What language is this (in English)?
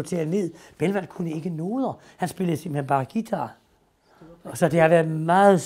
Danish